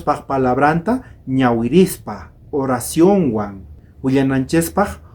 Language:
South Bolivian Quechua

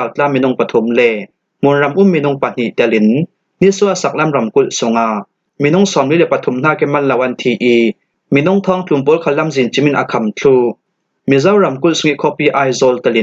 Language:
Falam Chin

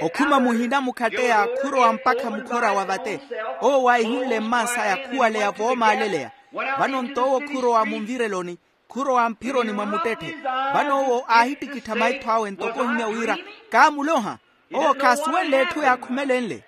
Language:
Makhuwa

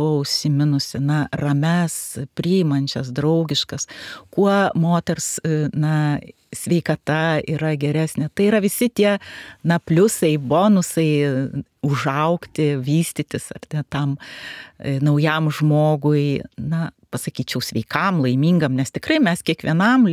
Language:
Lithuanian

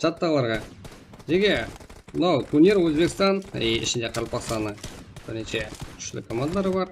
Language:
Kara-Kalpak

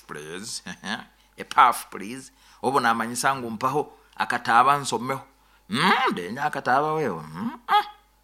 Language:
Nyoro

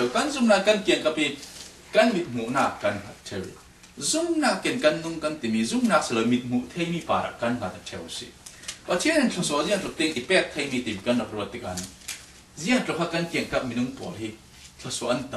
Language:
Falam Chin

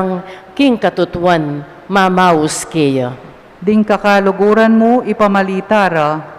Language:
Pampanga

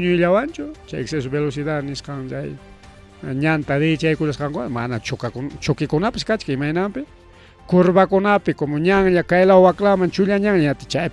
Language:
Ayacucho Quechua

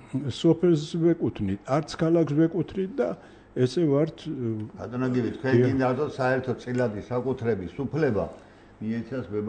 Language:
Georgian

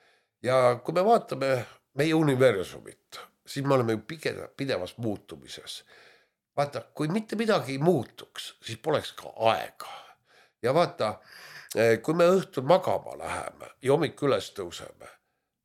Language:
Estonian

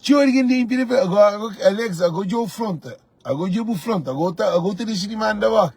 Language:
Kabuverdianu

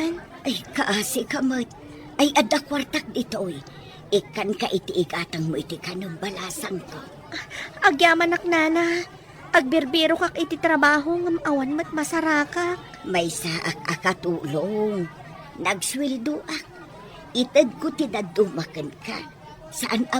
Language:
Iloko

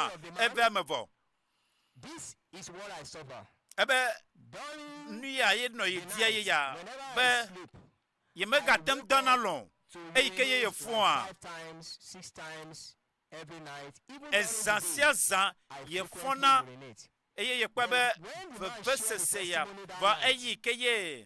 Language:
Ewe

